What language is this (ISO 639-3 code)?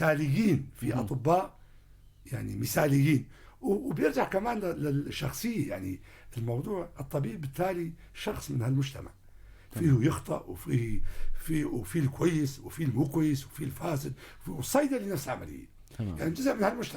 apc